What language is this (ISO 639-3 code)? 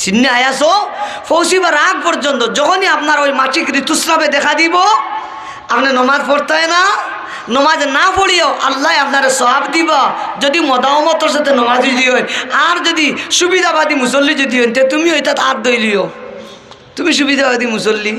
syl